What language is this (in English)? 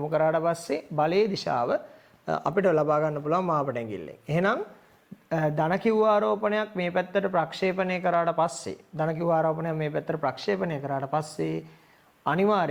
Sinhala